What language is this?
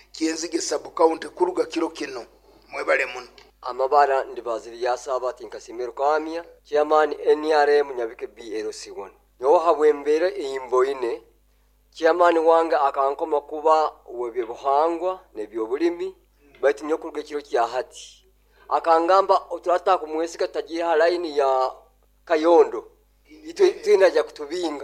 Nyoro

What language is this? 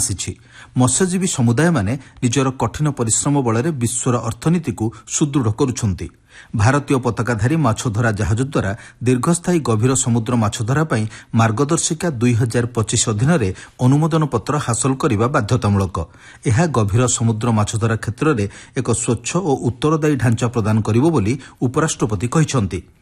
Odia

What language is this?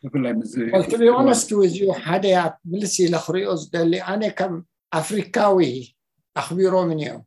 Tigrinya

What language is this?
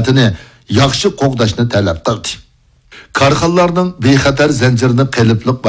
Uyghur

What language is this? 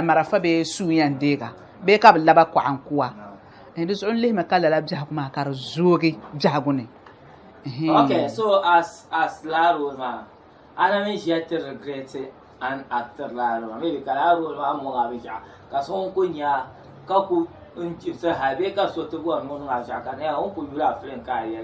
Dagbani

